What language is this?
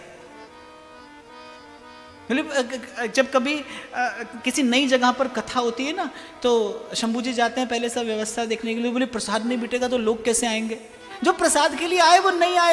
Hindi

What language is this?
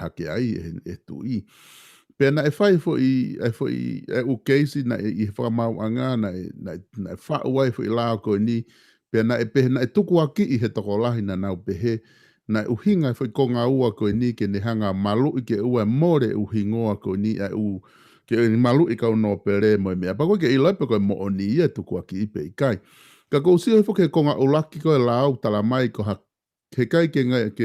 Tongan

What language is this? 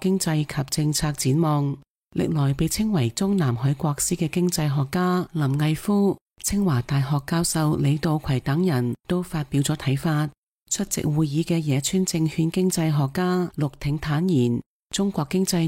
Cantonese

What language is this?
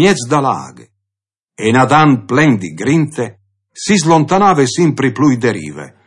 Friulian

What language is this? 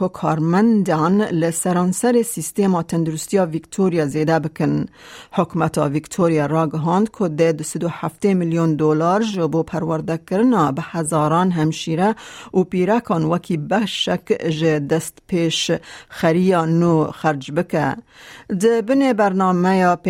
Kurdish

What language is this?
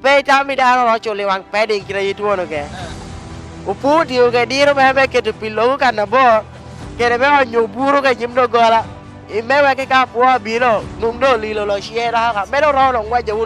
Lango (Uganda)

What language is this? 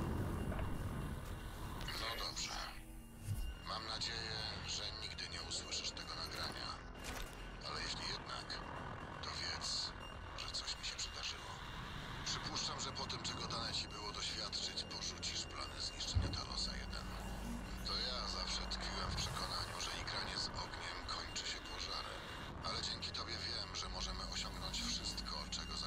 Polish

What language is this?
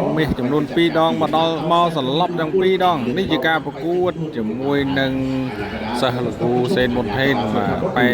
Khmer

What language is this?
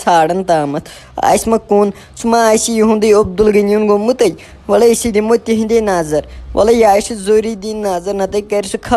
Kashmiri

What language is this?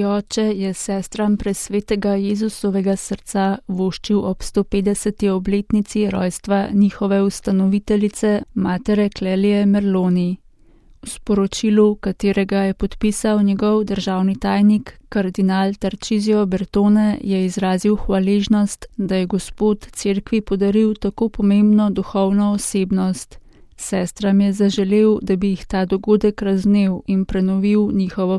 Slovenian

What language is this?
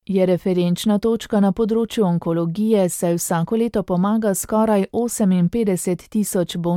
Slovenian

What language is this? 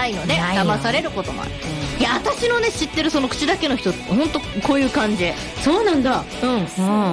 Japanese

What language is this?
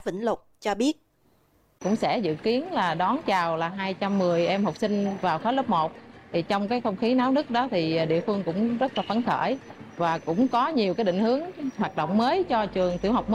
Vietnamese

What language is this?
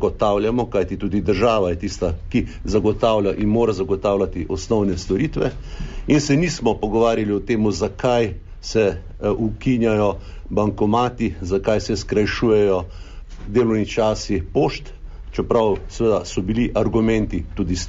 Slovenian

